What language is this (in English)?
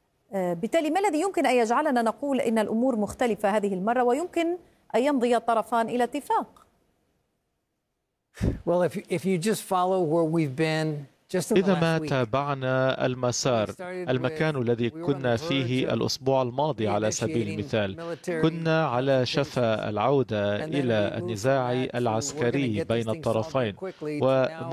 Arabic